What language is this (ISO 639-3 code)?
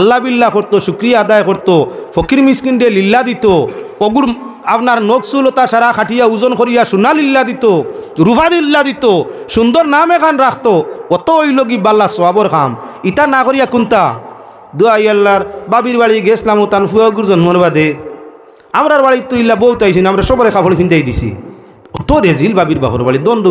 syl